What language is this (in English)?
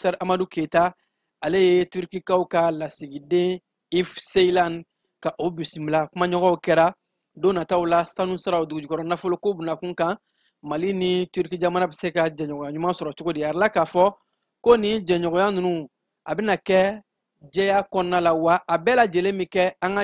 Bambara